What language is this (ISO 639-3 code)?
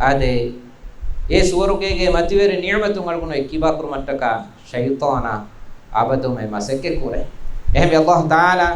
div